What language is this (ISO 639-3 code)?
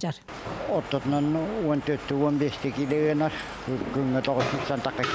sah